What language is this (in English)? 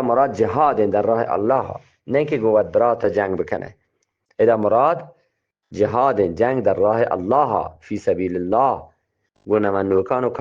Eastern Balochi